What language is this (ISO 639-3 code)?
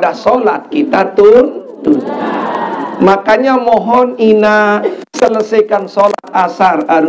sas